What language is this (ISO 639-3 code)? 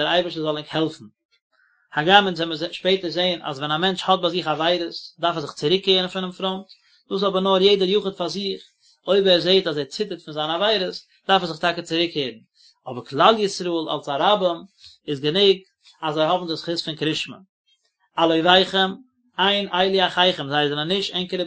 yid